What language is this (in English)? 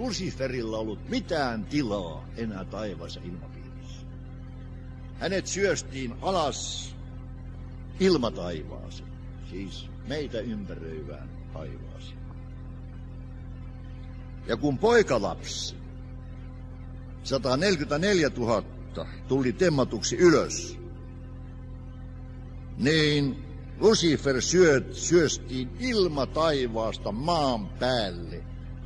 Finnish